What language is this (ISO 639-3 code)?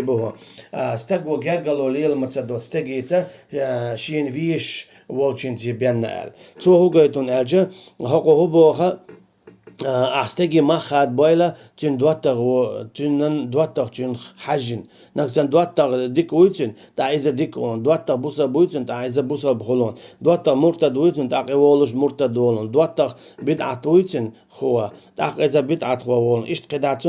che